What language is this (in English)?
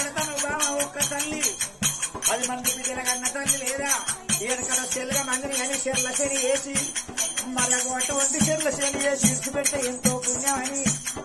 Telugu